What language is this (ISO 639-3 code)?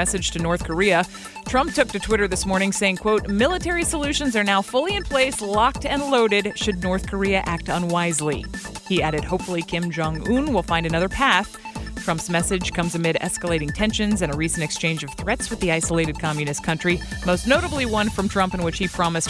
eng